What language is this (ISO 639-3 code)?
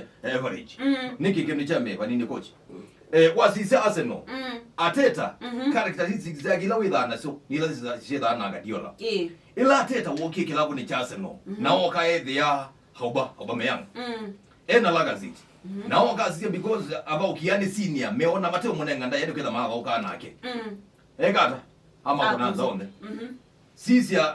kam